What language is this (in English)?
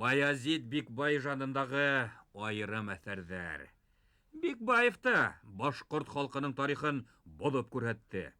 Bashkir